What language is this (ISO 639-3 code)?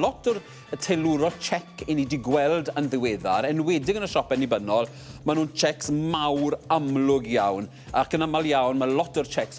cym